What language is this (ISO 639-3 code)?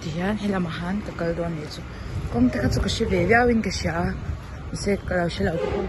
lus